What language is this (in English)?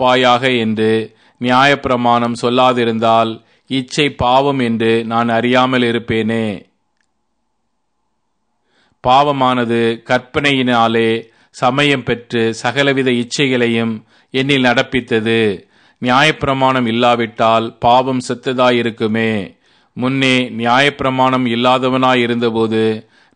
Tamil